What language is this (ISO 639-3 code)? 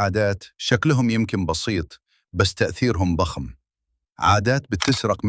arz